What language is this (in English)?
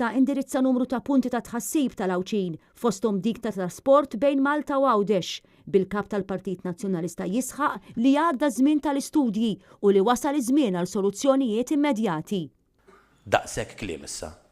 Maltese